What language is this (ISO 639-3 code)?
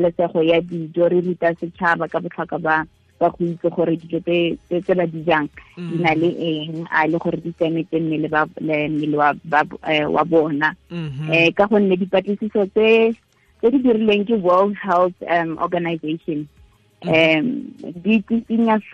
tsn